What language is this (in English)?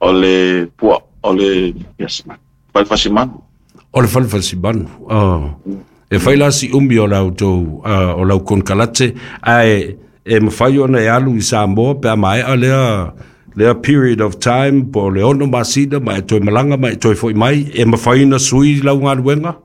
Samoan